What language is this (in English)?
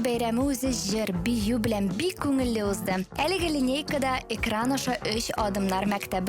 Tatar